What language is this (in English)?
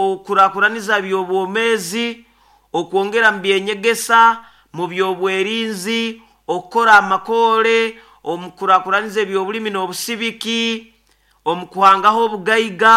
Nyoro